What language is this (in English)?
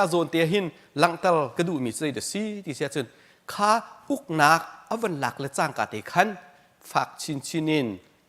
Hakha Chin